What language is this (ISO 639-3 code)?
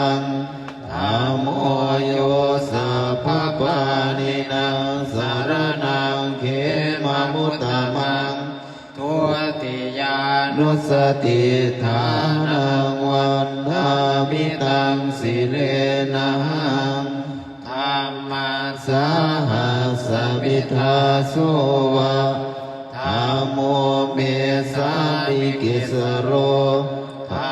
pli